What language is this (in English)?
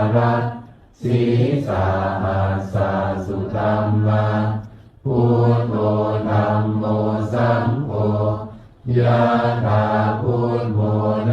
Pali